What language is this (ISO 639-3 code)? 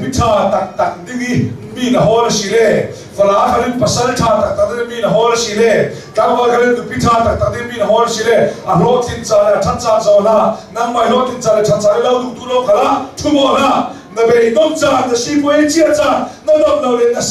cnh